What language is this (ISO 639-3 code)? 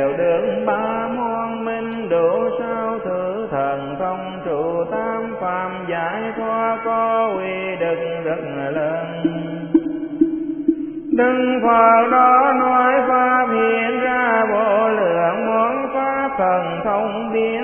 vie